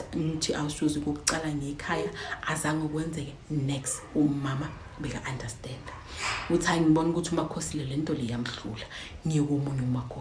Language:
Zulu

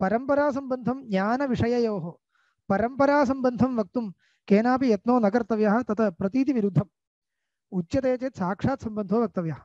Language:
Sanskrit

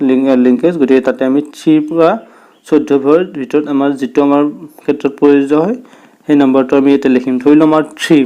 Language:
Assamese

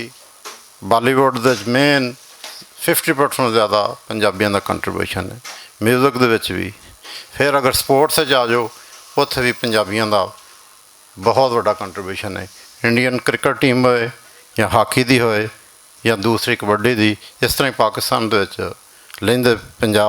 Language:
Western Panjabi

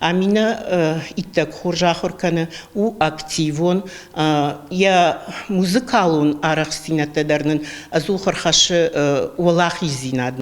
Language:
Ossetic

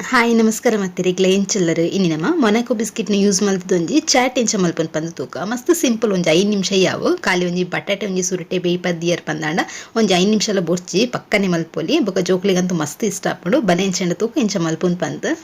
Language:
Tulu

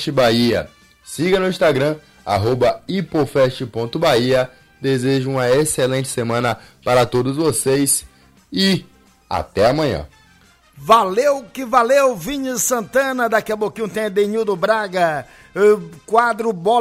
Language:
Portuguese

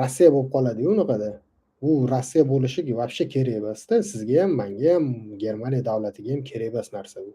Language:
Uzbek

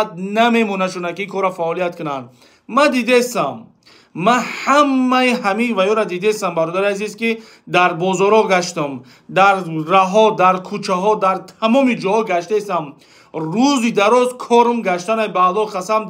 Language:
Tajik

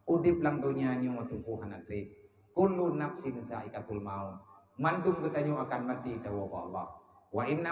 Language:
Achinese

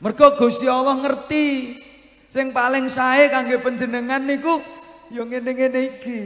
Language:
Javanese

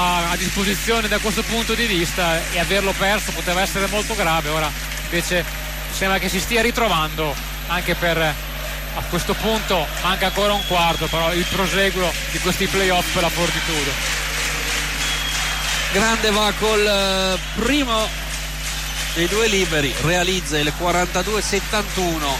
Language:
Italian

